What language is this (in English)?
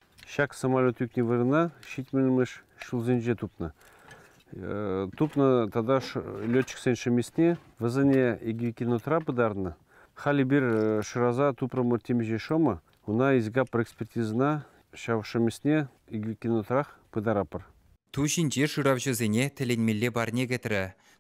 Chuvash